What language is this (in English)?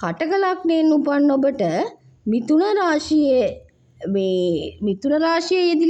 Sinhala